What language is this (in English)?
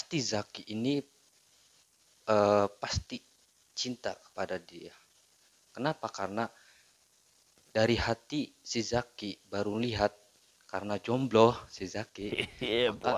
Indonesian